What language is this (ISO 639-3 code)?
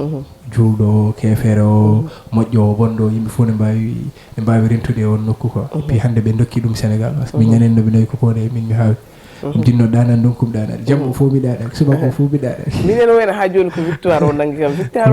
ful